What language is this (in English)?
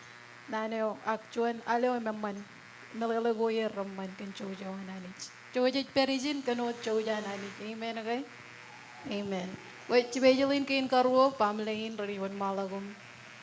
Marshallese